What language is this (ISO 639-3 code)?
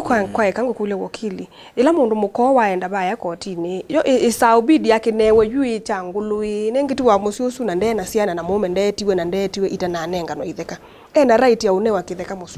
kam